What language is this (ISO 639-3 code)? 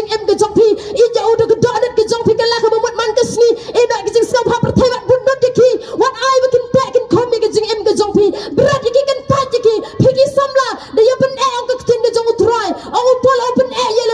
kha